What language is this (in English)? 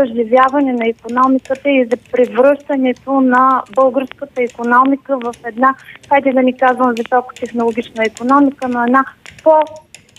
Bulgarian